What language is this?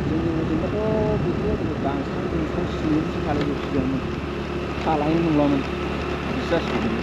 Bodo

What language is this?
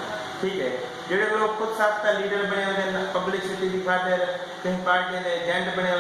Saraiki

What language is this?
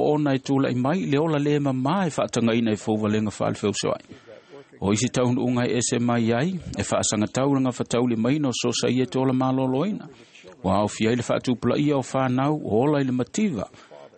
Samoan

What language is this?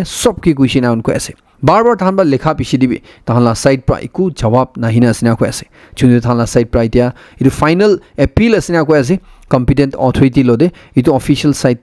Naga Pidgin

